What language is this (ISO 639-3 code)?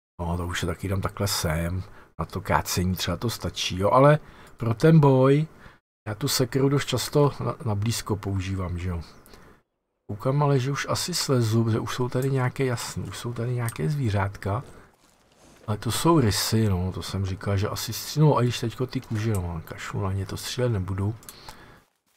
ces